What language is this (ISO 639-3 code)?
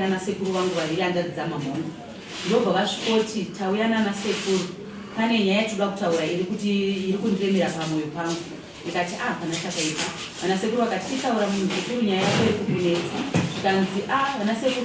sna